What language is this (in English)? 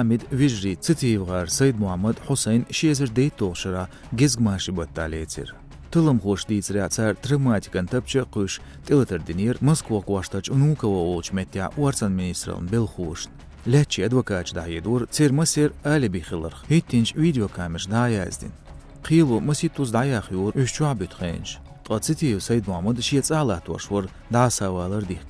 Chechen